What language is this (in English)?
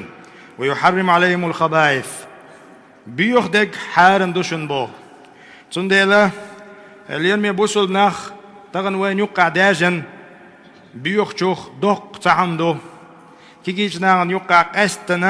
Chechen